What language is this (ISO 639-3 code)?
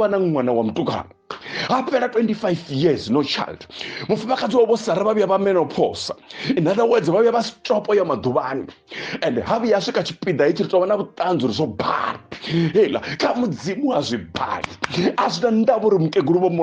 ven